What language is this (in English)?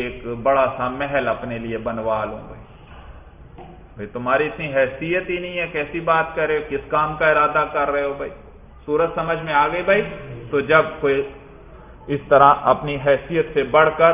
Urdu